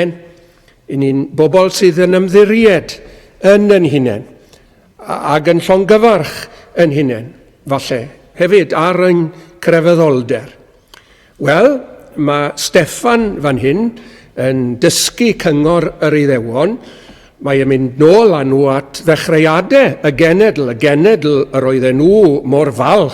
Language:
Welsh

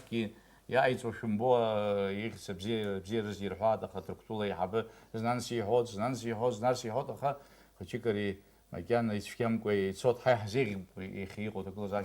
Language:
Abkhazian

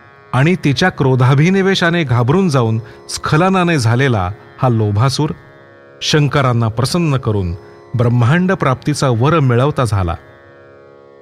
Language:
Marathi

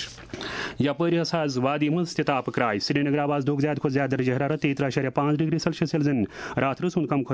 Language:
Kashmiri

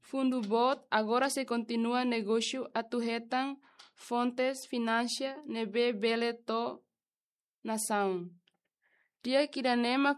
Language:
Tetum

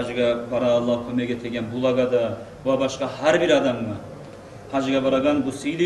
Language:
Kumyk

